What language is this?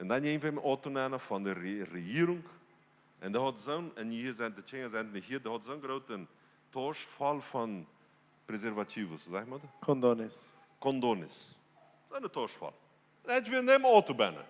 Plautdietsch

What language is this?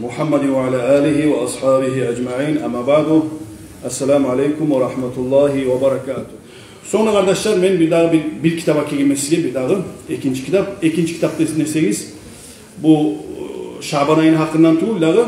Kumyk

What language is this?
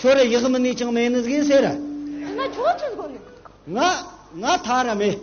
Tibetan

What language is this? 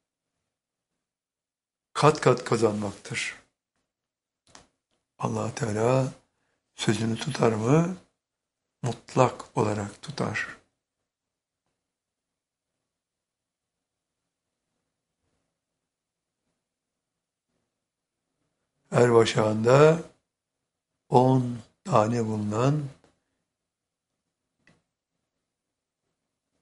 Turkish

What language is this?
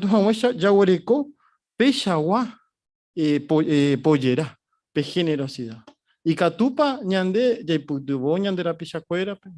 Guarani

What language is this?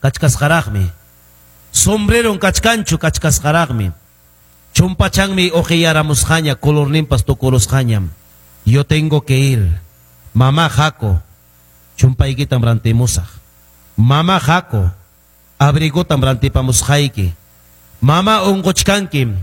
Ayacucho Quechua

